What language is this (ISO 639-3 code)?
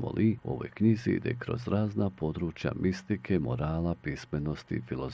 bos